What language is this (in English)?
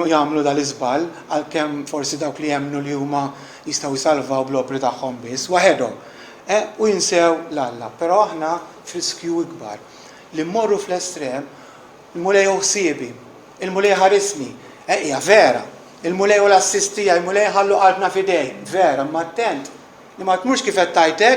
Maltese